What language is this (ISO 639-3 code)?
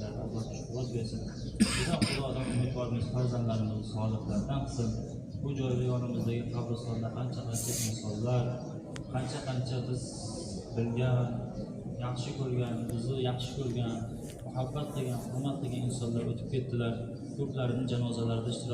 uzb